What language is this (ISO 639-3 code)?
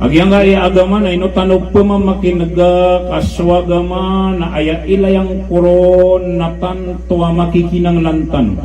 mrw